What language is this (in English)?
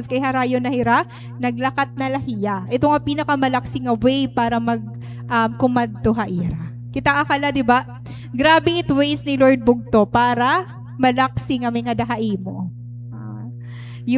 Waray